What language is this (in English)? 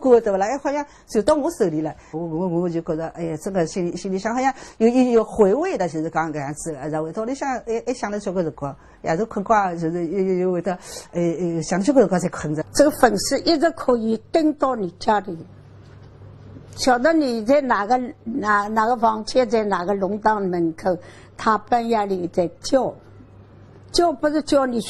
Wu Chinese